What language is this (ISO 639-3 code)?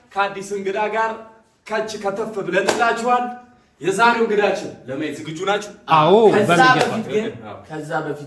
amh